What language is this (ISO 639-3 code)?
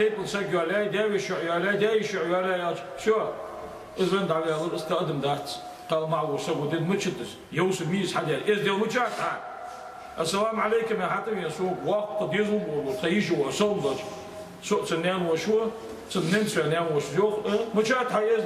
inh